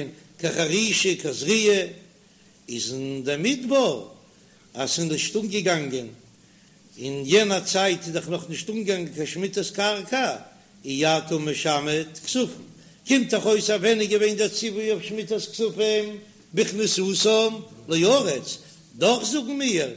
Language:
Yiddish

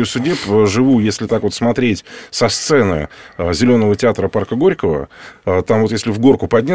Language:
Russian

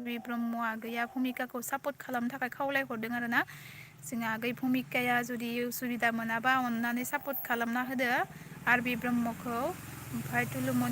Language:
Bodo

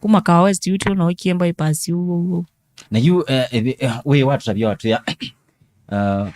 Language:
Kamba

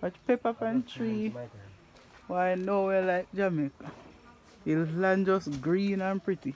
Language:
Jamaican Creole English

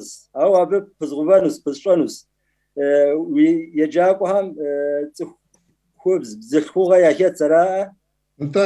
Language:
Kabardian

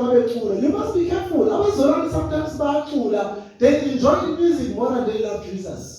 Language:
Zulu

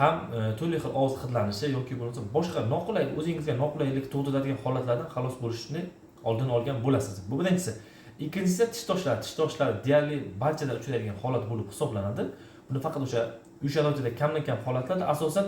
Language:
Uzbek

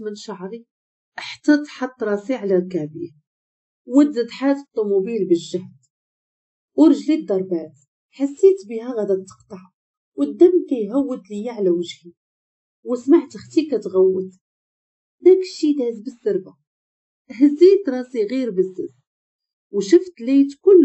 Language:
Moroccan Arabic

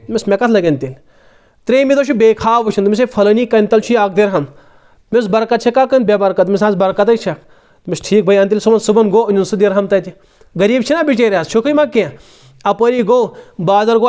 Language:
Kashmiri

